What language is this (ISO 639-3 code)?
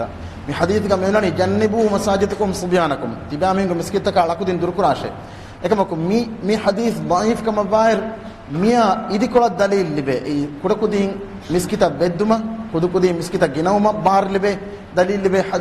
div